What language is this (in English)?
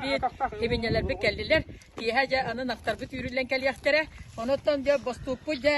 Yakut